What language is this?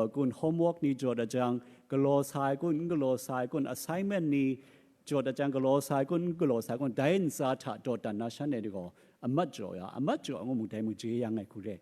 Kachin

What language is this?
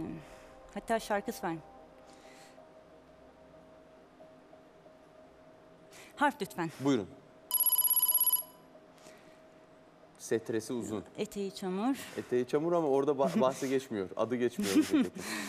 Turkish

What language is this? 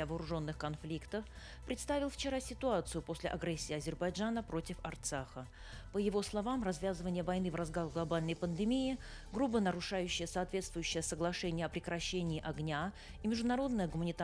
Russian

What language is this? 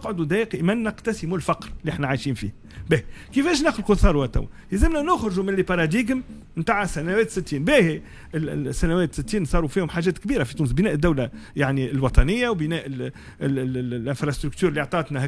Tunisian Arabic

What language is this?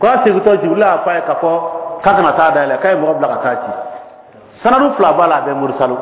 Bambara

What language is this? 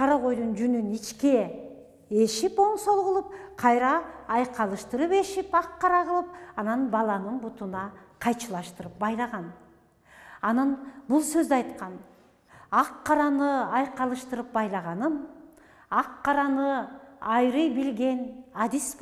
Kyrgyz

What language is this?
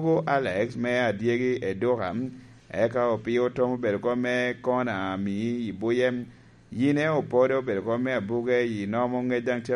Lango (Uganda)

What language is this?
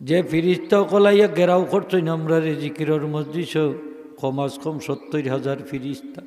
Sylheti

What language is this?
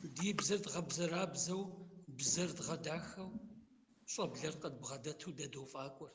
Kabardian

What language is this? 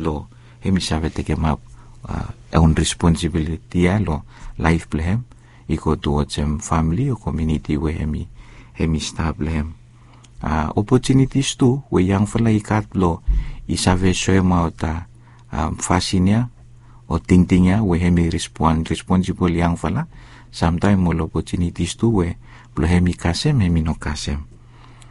Bislama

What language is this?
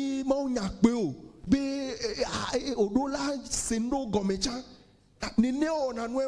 Ewe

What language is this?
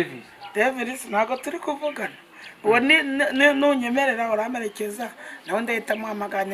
Kinyarwanda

